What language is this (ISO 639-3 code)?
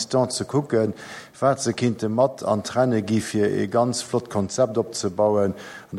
ltz